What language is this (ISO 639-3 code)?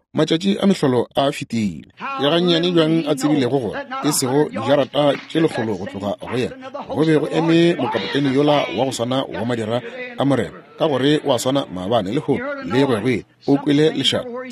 nso